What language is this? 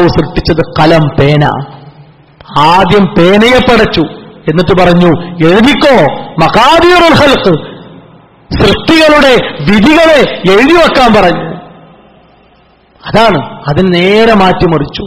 Malayalam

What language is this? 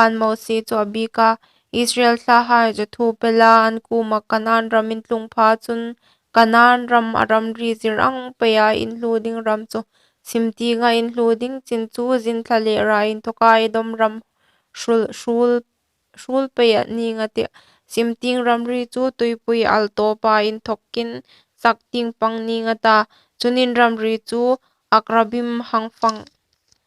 Hmar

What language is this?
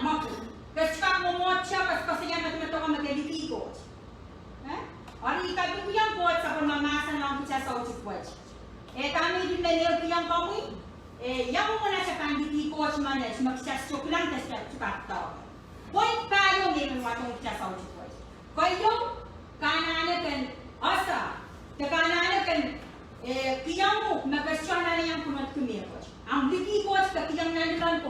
Pohnpeian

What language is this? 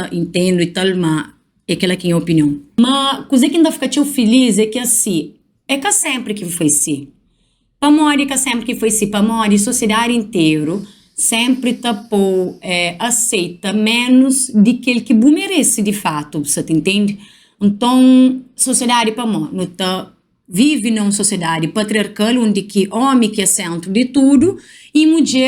Kabuverdianu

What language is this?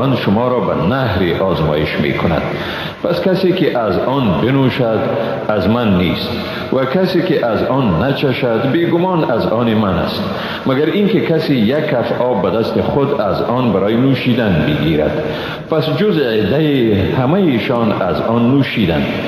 Persian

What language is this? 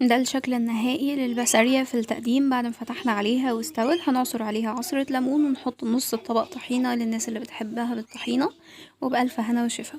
Egyptian Arabic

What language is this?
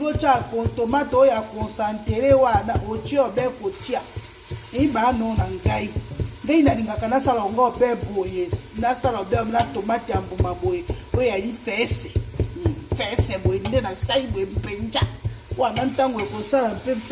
Lingala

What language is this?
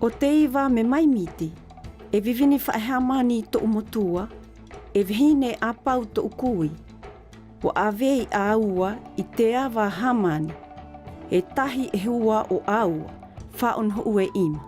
South Marquesan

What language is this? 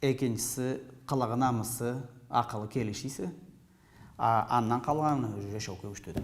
Karachay-Balkar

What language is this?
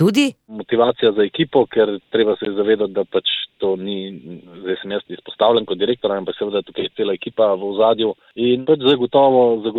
Slovenian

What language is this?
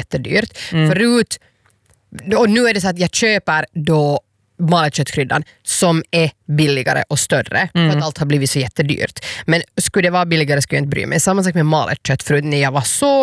Swedish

